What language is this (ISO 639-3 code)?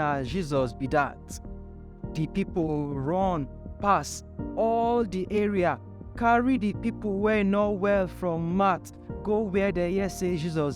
pcm